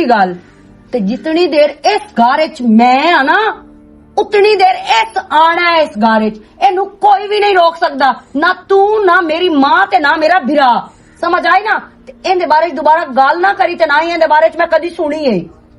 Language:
Western Panjabi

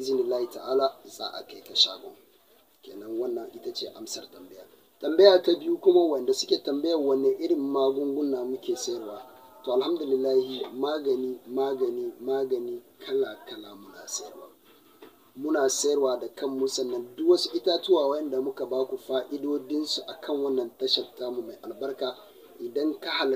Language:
Hausa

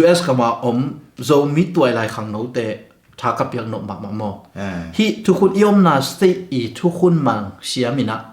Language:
Tedim Chin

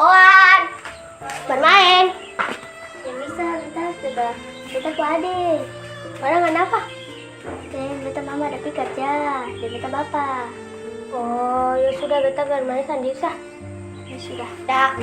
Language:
Ambonese Malay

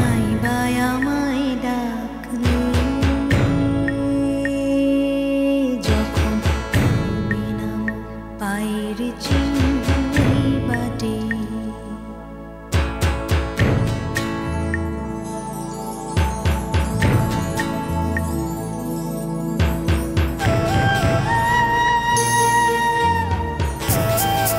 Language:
Bangla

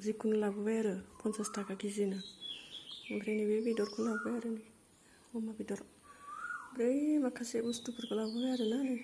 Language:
Bodo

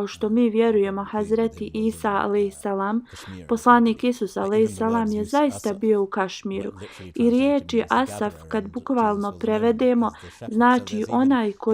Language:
Bosnian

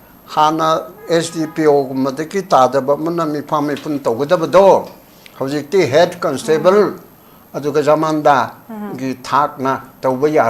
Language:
Manipuri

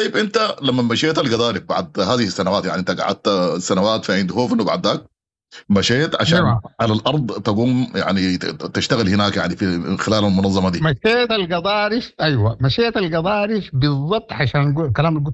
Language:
Sudanese Arabic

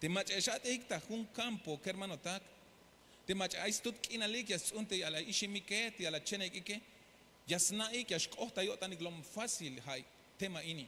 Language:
Tzeltal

